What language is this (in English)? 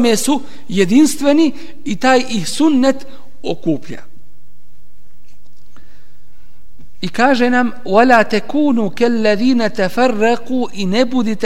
Bosnian